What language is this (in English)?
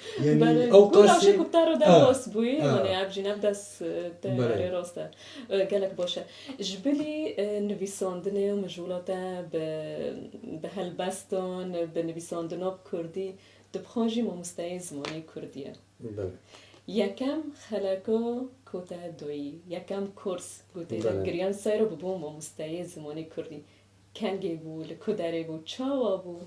Kurdish